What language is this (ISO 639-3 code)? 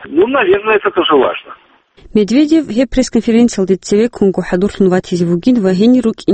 ava